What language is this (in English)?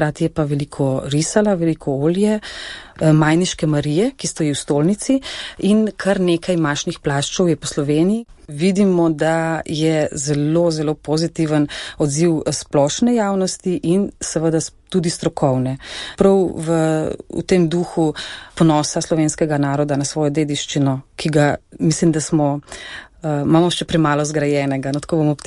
Slovenian